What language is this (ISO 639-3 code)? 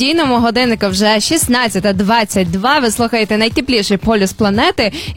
ukr